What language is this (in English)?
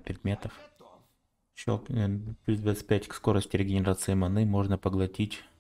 Russian